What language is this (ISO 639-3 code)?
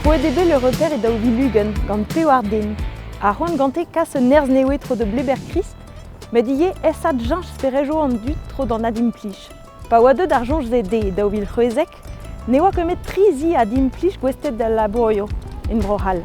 bre